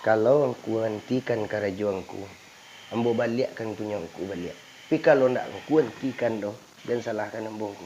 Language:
Minangkabau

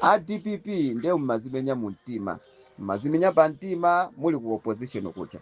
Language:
Nyanja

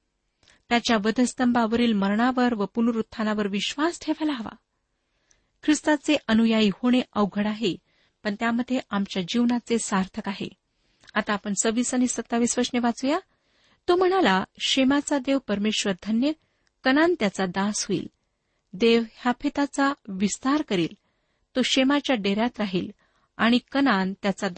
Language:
Marathi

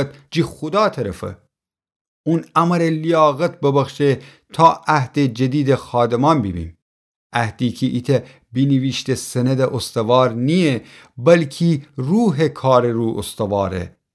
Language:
Gilaki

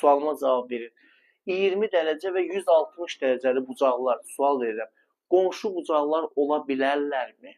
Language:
Azerbaijani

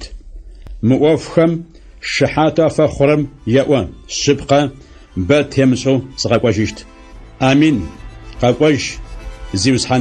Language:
Adyghe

